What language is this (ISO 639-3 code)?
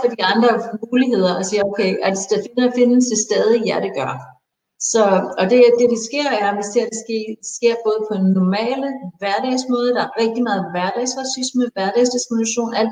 dan